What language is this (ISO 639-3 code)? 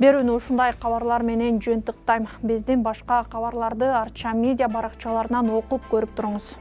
kir